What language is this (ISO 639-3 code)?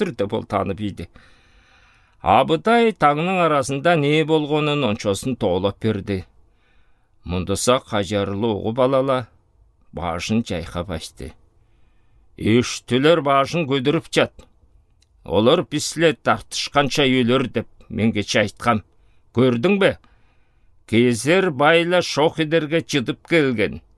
alt